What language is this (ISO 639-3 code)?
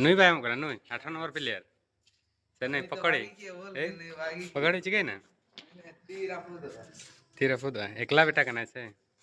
sat